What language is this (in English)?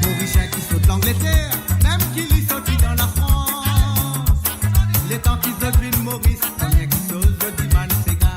Morisyen